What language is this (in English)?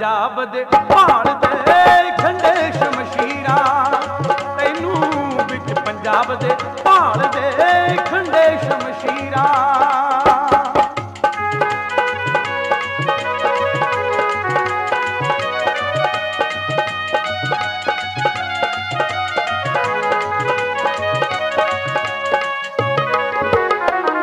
Punjabi